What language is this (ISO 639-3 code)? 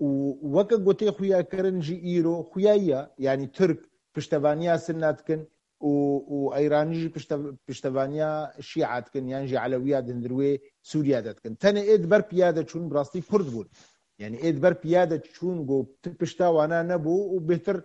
kur